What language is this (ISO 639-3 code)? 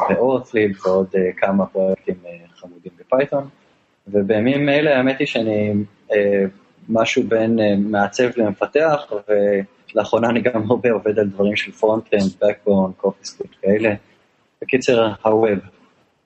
heb